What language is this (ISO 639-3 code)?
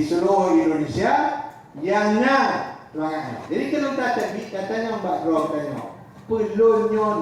ace